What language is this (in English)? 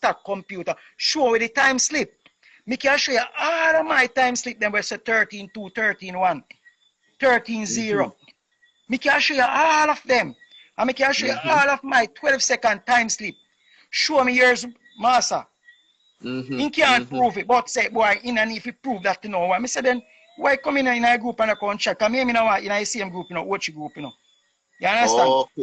Jamaican Creole English